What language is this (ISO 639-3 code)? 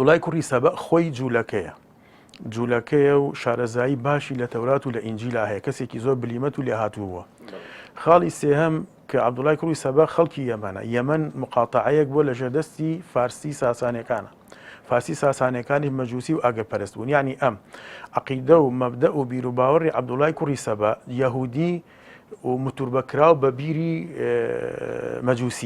ckb